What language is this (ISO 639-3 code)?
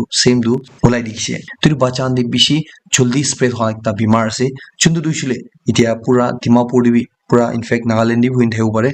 nag